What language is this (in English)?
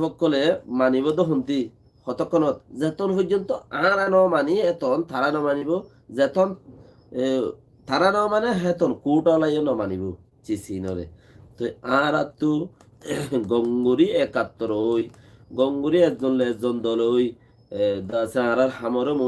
Rohingya